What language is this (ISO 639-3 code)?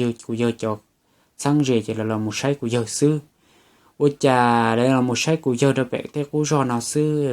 hmn